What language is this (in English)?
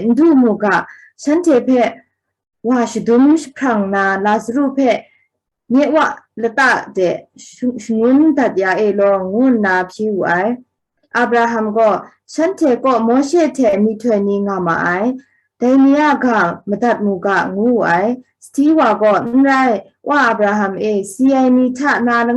Kachin